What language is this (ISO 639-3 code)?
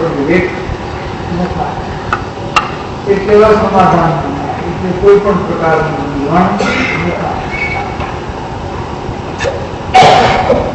guj